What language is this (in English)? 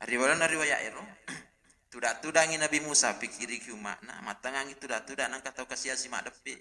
Buginese